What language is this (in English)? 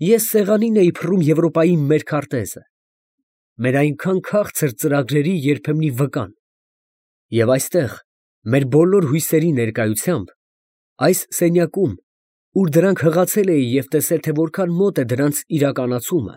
Armenian